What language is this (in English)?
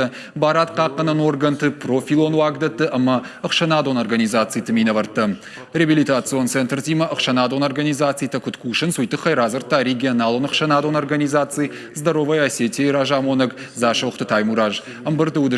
Ossetic